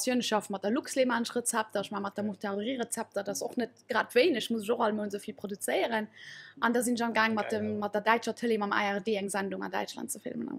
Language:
Luxembourgish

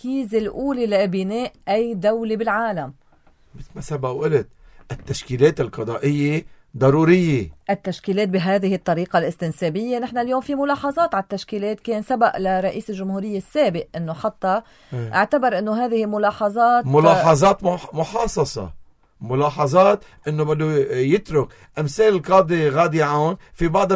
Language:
North Levantine Arabic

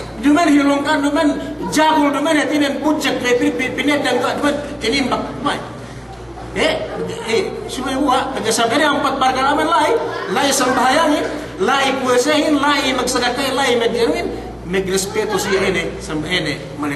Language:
Yakan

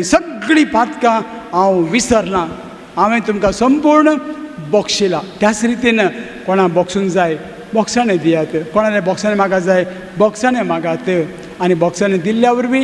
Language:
Konkani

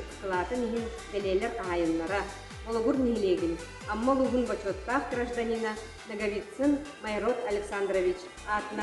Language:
Yakut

